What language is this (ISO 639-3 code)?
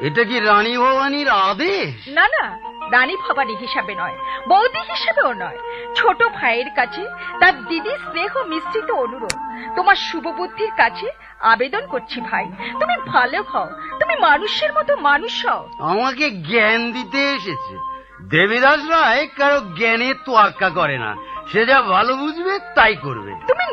ben